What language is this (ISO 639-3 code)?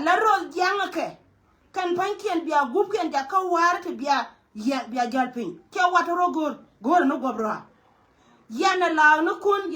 nus